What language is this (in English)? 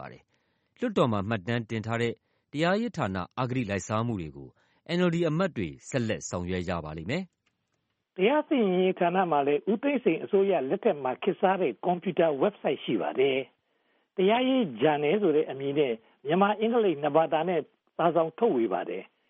Burmese